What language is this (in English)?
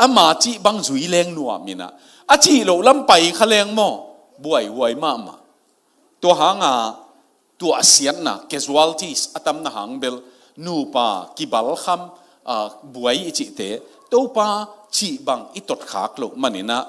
Tedim Chin